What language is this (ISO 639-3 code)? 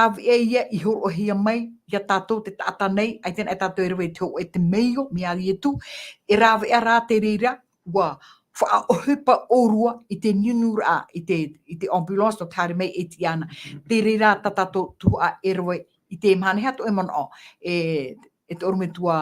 tah